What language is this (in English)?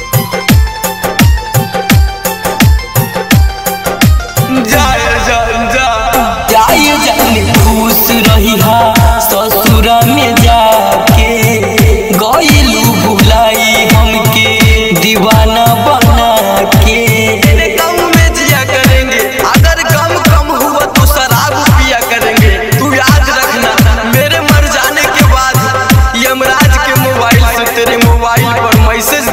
Bhojpuri